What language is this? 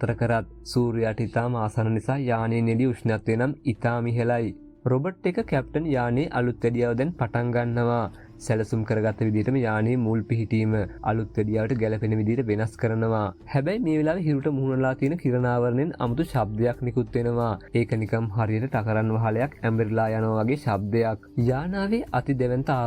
Sinhala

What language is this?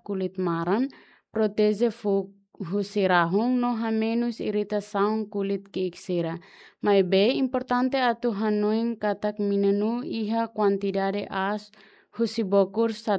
Tetum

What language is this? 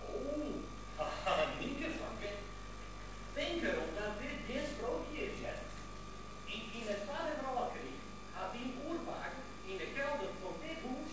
Western Frisian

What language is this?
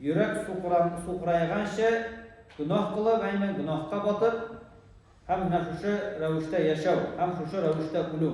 Tatar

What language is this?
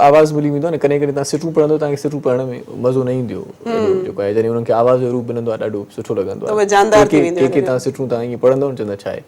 Sindhi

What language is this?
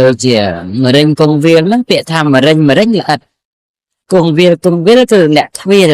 Khmer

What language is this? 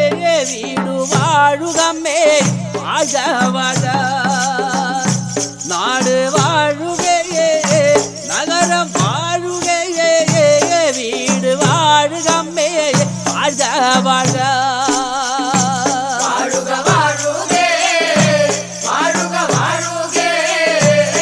Malayalam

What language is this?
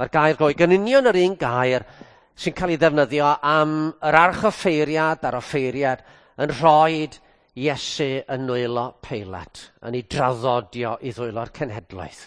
Welsh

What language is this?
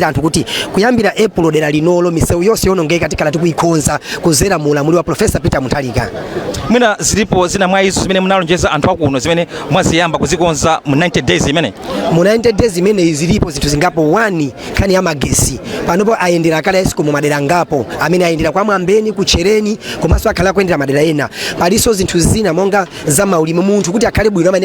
Nyanja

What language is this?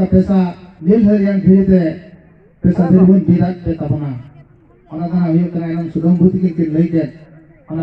Santali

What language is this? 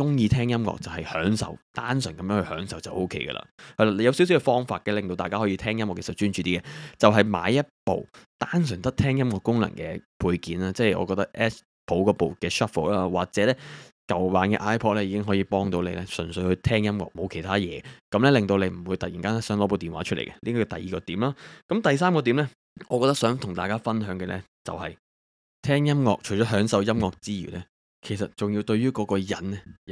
Cantonese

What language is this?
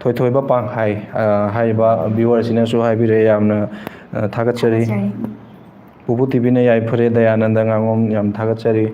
Manipuri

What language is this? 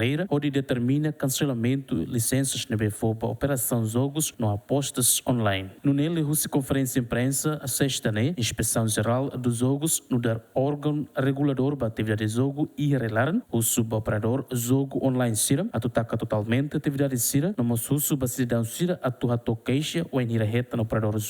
Tetum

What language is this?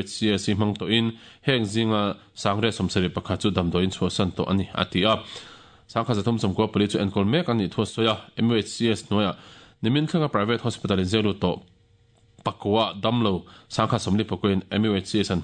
Mizo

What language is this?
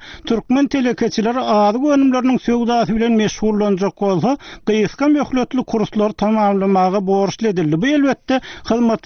Turkmen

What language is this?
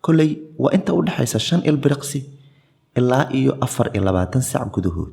Somali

